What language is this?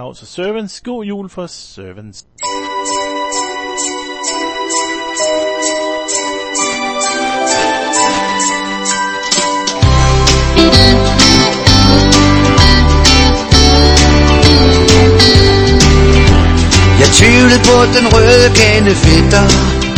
Danish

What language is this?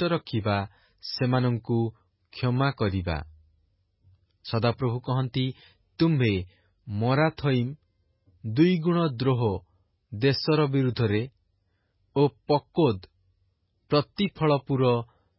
Odia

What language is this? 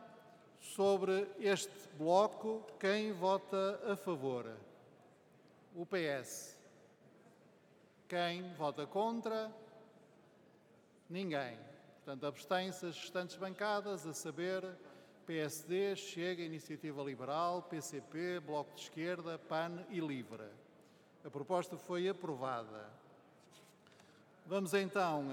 Portuguese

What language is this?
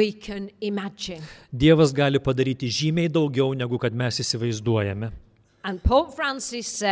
Lithuanian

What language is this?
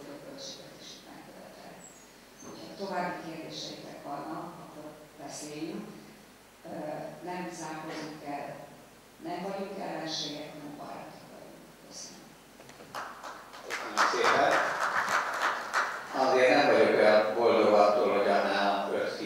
Hungarian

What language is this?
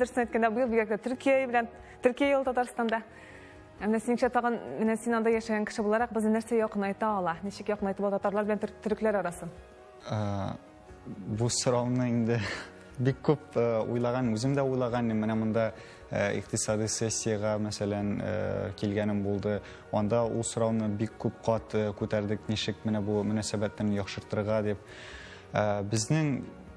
Tatar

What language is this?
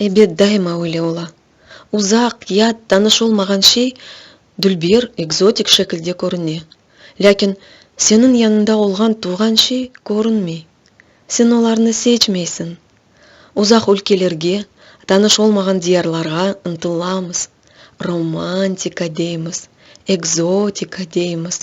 Crimean Tatar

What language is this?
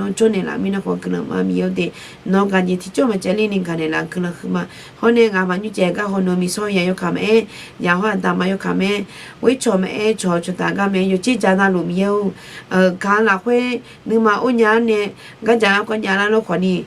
Akha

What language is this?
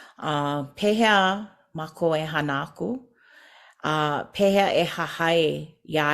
Hawaiian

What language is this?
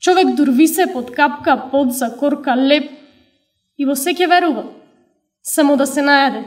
Macedonian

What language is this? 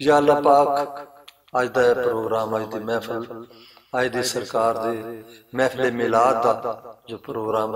Western Panjabi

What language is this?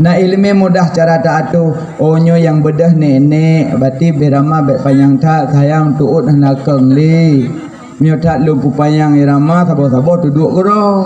Achinese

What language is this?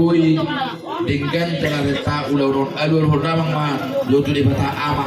Batak Toba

